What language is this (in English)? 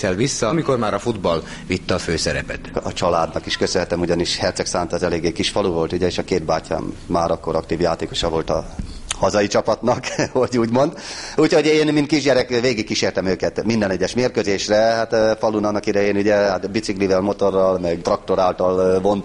Hungarian